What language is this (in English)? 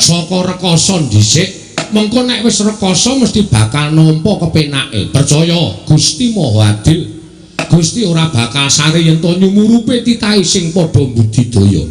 Javanese